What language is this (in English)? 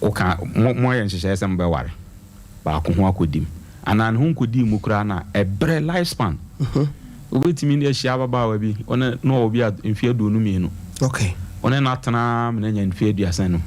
Akan